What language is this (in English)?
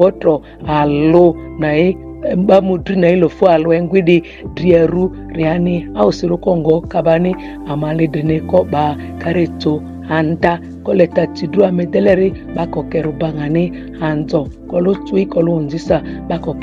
Ma'di